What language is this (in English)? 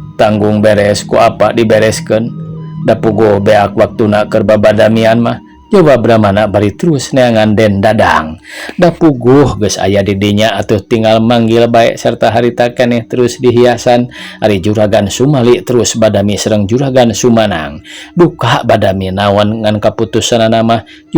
Sundanese